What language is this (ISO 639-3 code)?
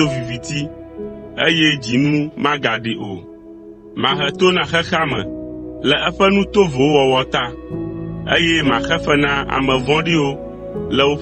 ewe